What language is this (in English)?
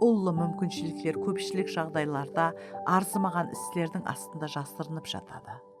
Kara-Kalpak